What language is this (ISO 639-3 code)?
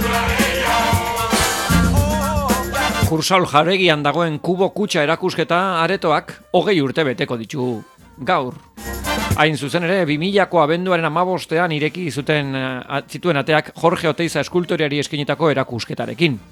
eus